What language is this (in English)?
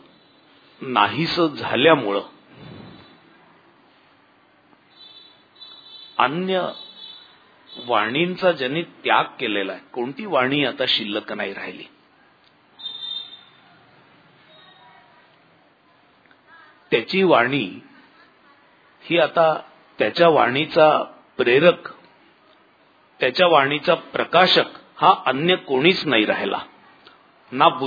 Marathi